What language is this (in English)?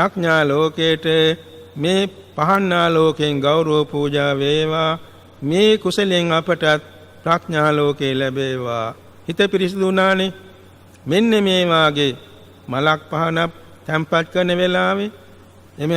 Sinhala